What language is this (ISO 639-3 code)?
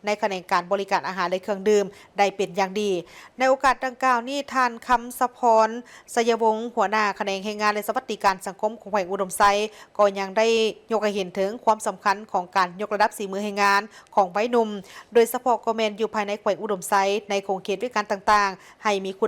lao